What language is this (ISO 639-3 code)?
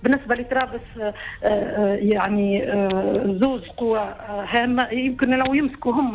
aeb